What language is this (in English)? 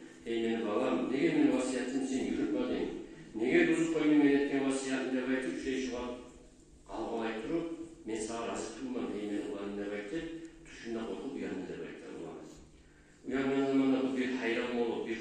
Kumyk